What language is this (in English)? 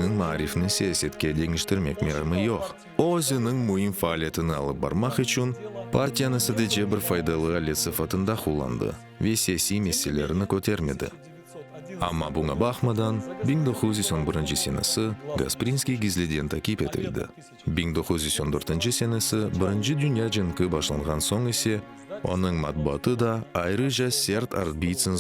Crimean Tatar